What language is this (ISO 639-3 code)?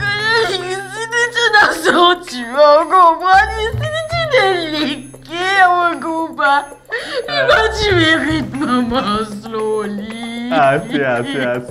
mfe